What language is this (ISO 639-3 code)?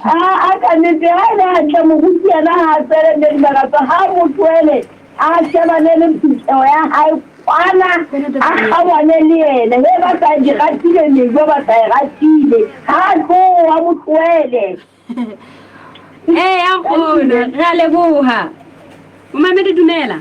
sot